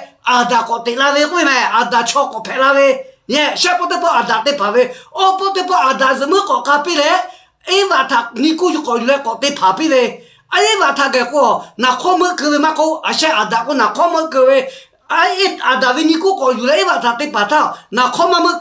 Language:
Lahu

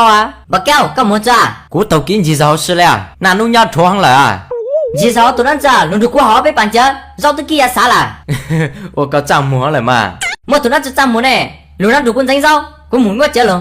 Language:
Hmong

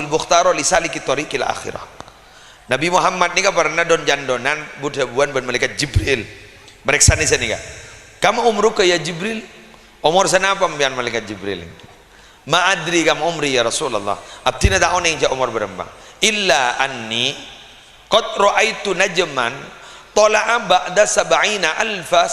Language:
Madurese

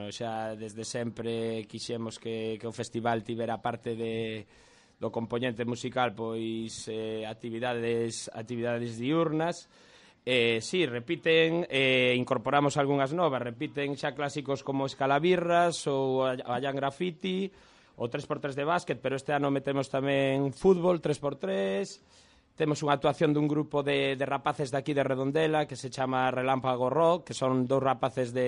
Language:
Galician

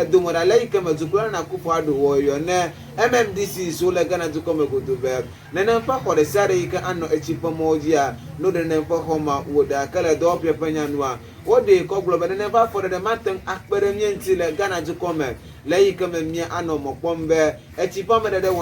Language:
Ewe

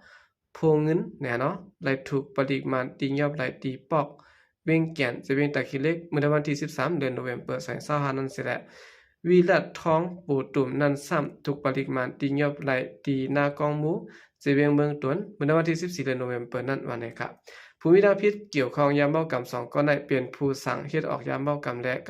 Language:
Shan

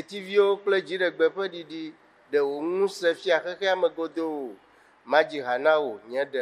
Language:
Ewe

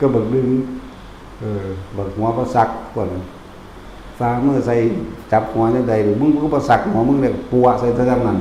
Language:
Northeastern Thai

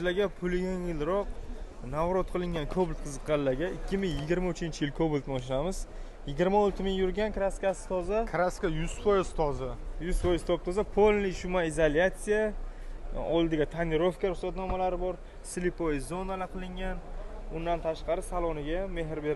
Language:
Uzbek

